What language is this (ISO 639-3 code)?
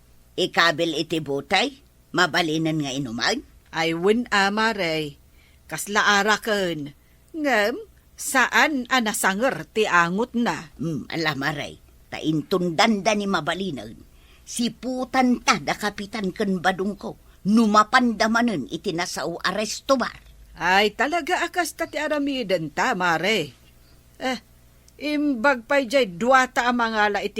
ilo